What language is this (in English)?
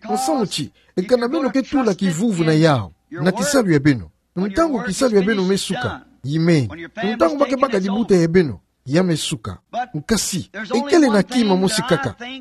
Kituba (Democratic Republic of Congo)